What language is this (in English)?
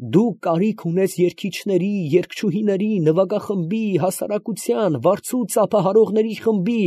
Armenian